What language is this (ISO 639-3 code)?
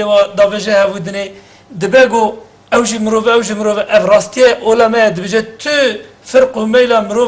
kur